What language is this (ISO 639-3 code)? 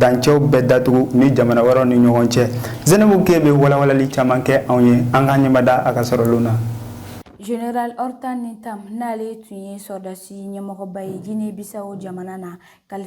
bam